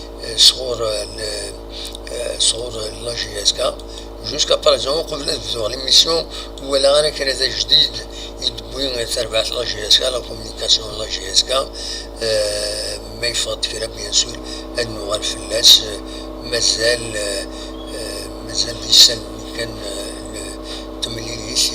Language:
Kabyle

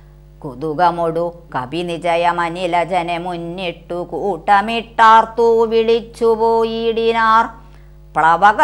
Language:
Malayalam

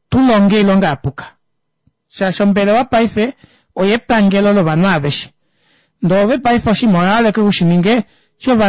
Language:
Kuanyama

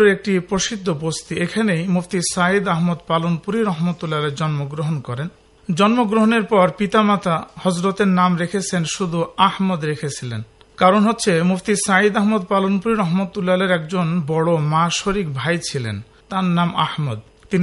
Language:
Bangla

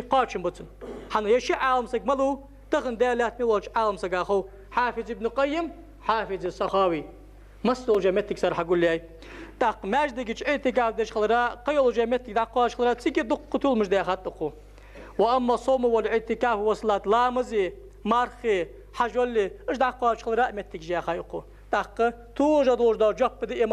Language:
Ingush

